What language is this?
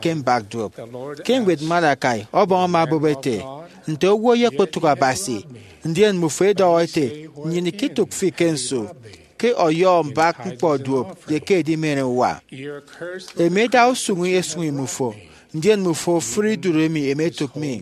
Efik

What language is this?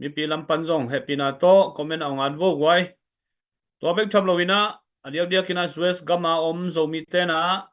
Tedim Chin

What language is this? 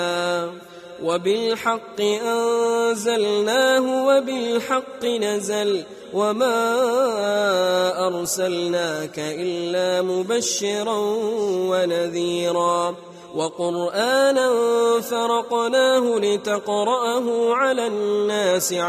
Arabic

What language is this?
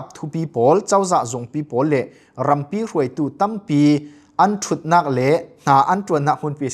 Falam Chin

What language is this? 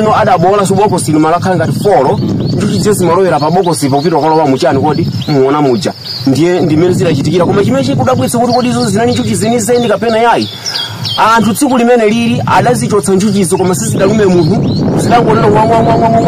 Nyanja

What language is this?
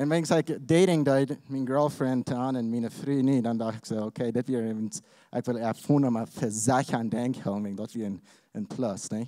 Plautdietsch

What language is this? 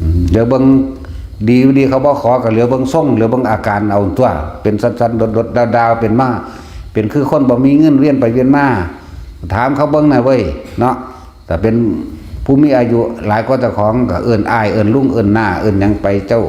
Northeastern Thai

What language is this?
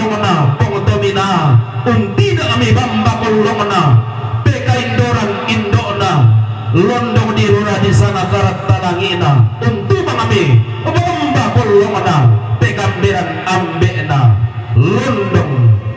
Toraja-Sa'dan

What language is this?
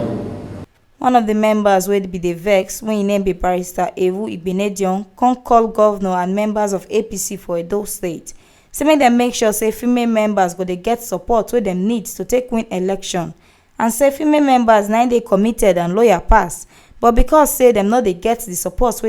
Nigerian Pidgin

